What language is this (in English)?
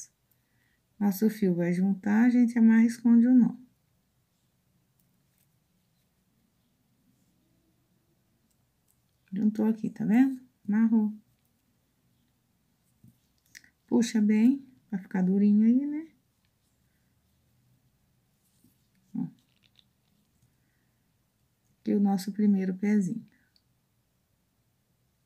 Portuguese